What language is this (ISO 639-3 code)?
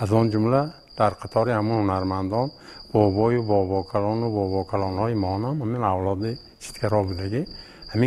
tgk